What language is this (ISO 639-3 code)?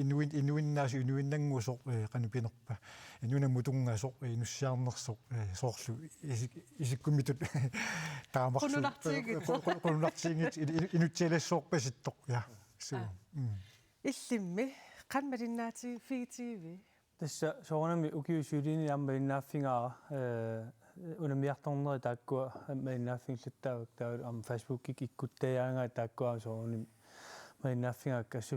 kal